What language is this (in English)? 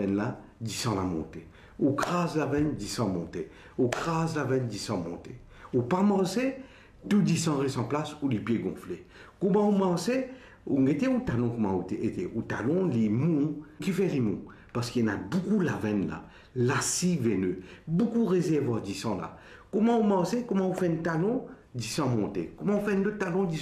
Morisyen